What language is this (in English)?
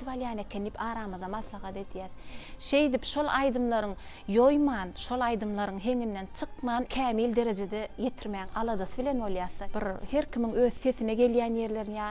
Turkmen